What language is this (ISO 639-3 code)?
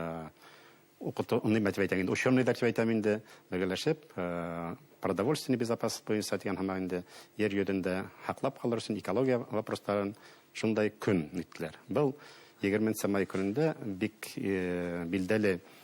bak